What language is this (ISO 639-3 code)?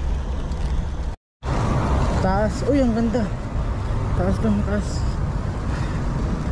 fil